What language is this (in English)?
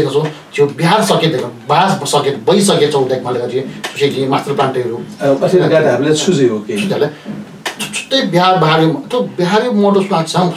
Newari